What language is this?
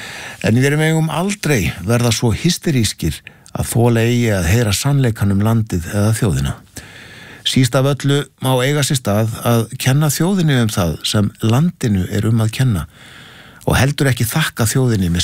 Icelandic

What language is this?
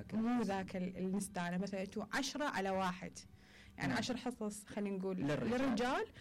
Mesopotamian Arabic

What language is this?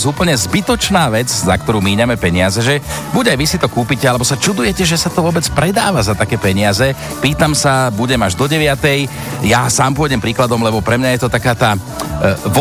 Slovak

